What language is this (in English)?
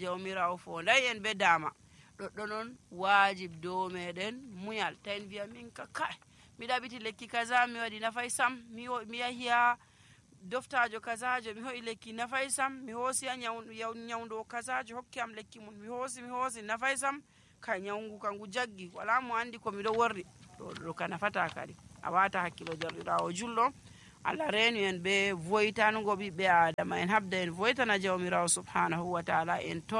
Nigerian Fulfulde